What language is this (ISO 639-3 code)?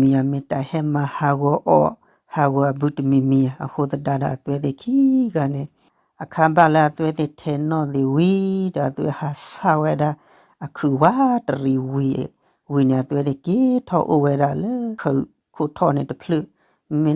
ksw